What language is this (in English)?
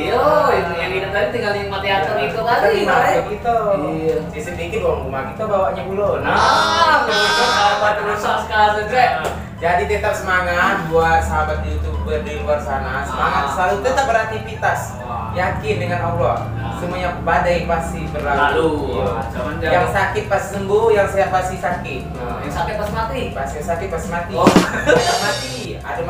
Musi